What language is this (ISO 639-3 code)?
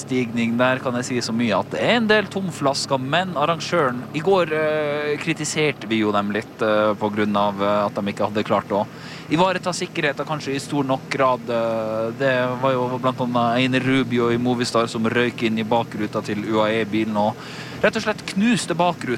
nor